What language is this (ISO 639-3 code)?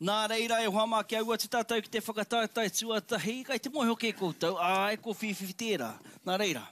mri